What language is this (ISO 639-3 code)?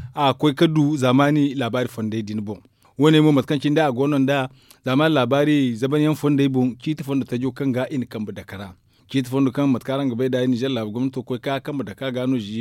dje